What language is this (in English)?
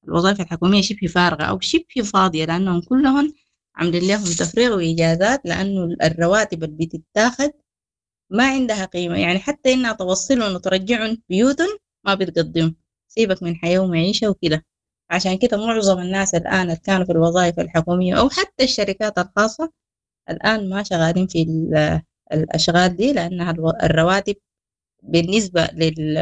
Sudanese Arabic